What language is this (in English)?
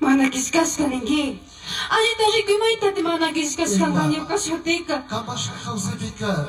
Chimborazo Highland Quichua